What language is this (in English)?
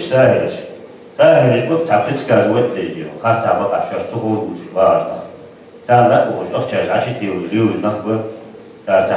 Ingush